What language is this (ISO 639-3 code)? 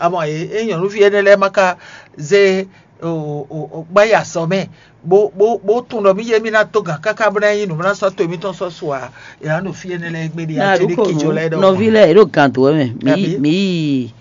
fon